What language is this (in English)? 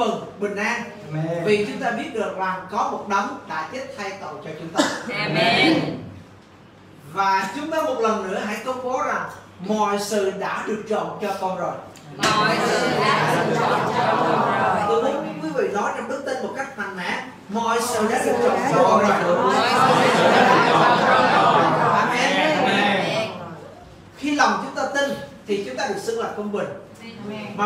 Vietnamese